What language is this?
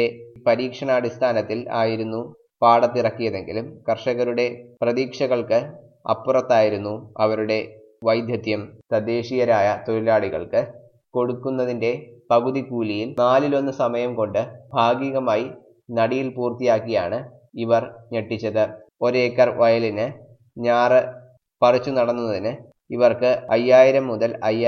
Malayalam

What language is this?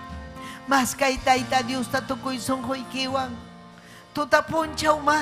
Ayacucho Quechua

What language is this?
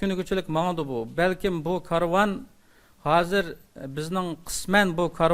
Uyghur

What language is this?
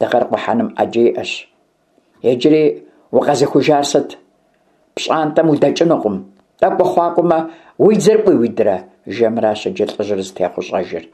Kabardian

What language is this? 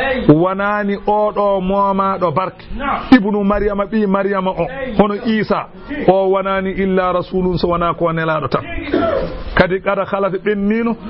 Fula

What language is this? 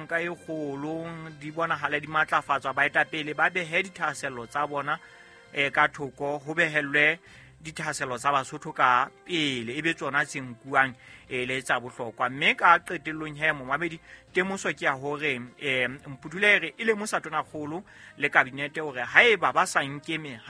Southern Sotho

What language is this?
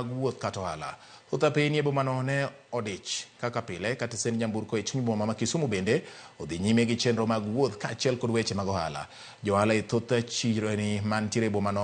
Luo (Kenya and Tanzania)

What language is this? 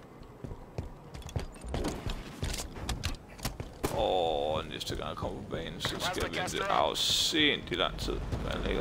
Danish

